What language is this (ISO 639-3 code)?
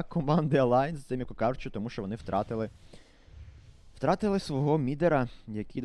ukr